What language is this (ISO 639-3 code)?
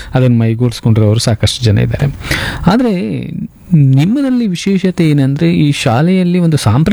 kan